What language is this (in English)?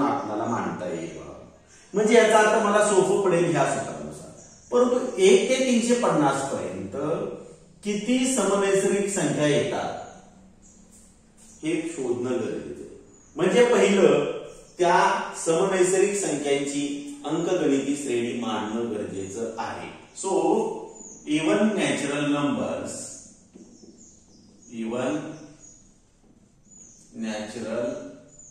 Marathi